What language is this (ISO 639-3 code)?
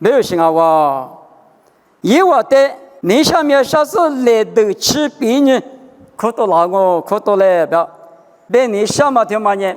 lis